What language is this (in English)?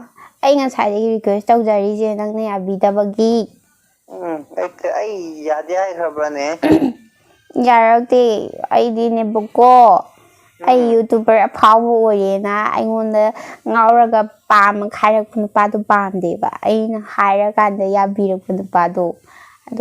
Manipuri